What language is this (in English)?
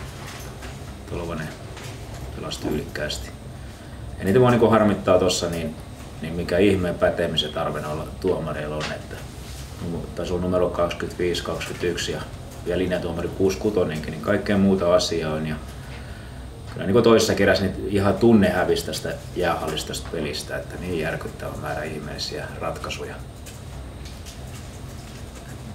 Finnish